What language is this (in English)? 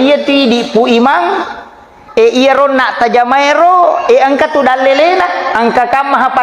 Buginese